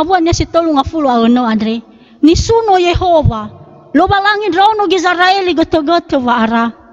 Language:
Nias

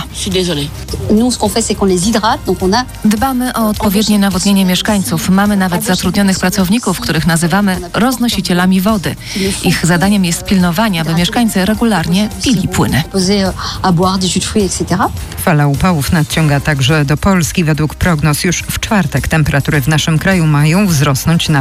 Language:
Polish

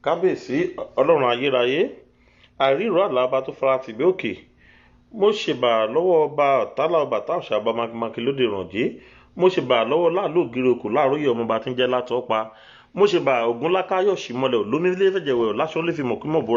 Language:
Yoruba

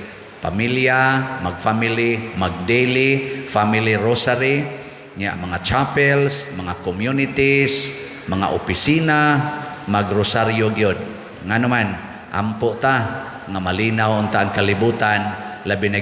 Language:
Cebuano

